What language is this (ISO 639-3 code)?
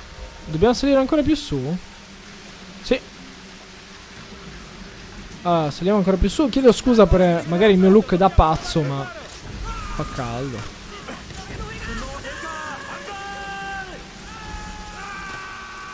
ita